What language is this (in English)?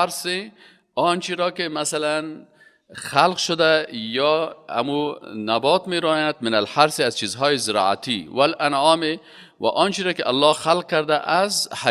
Persian